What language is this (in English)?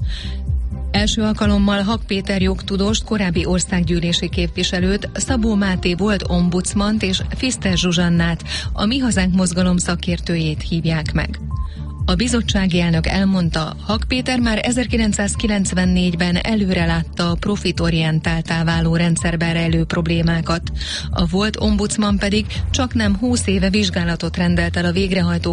Hungarian